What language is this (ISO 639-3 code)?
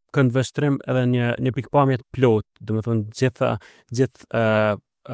sqi